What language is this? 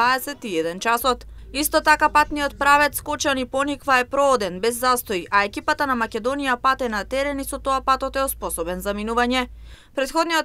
Macedonian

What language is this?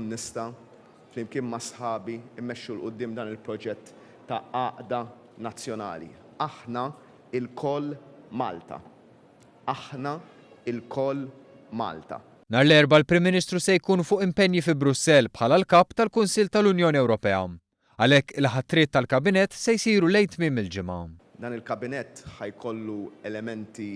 Maltese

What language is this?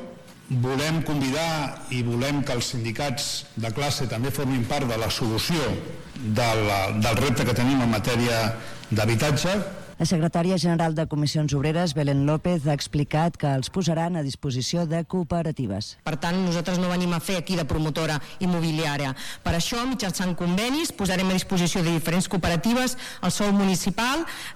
Catalan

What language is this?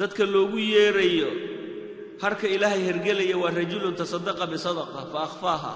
Somali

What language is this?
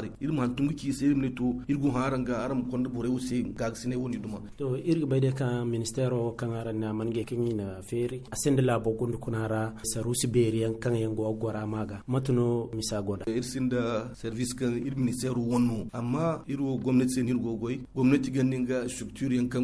Zarma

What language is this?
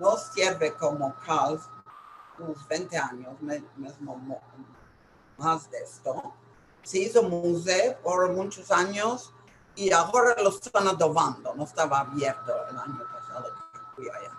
Ladino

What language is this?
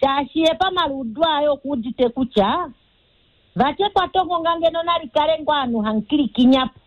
Kuanyama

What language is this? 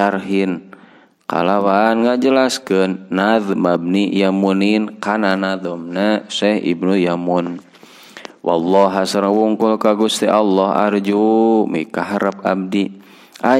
Sundanese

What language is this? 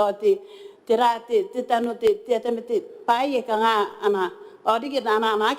Gilbertese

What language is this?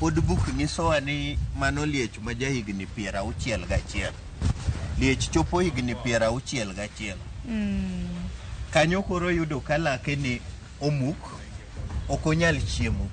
Luo (Kenya and Tanzania)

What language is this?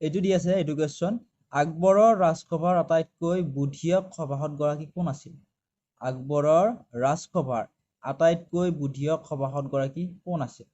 Assamese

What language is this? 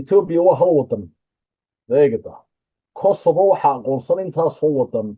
Somali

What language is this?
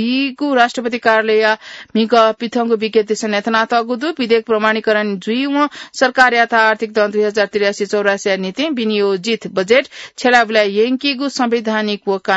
Newari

